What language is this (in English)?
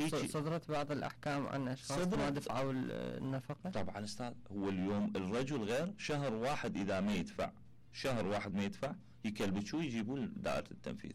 Mesopotamian Arabic